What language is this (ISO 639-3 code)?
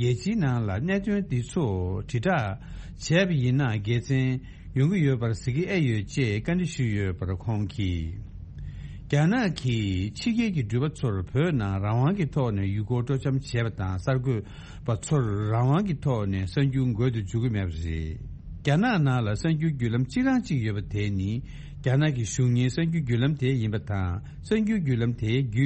bod